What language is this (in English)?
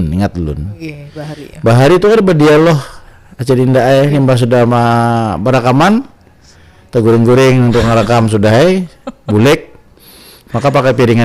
Banjar